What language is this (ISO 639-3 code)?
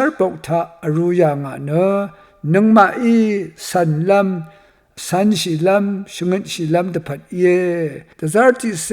raw